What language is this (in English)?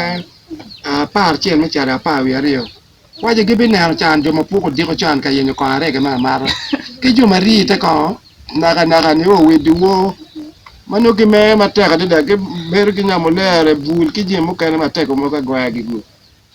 Acoli